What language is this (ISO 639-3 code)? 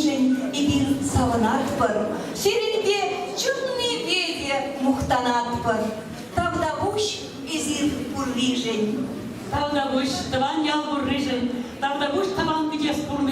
chv